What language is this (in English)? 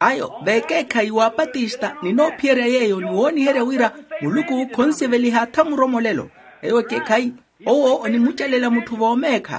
Makhuwa